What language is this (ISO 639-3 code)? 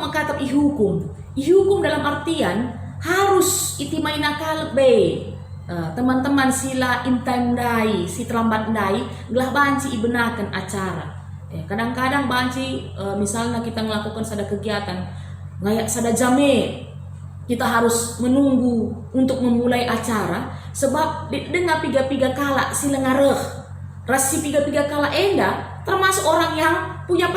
btx